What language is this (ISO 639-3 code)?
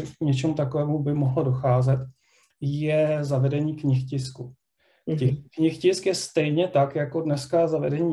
ces